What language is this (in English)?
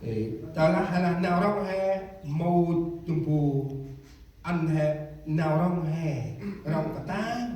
Central Mnong